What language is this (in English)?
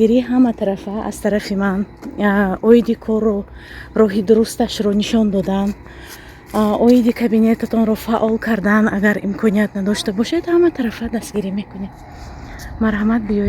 Tajik